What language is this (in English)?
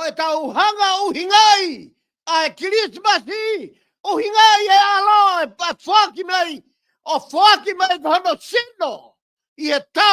Tongan